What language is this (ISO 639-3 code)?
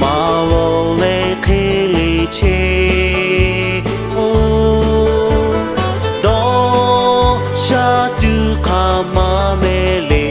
lhu